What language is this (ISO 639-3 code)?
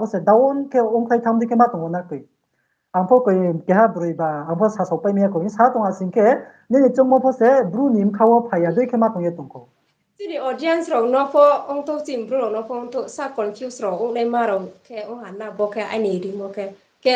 ria